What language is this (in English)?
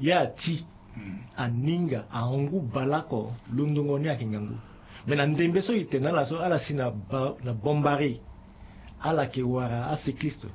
Sango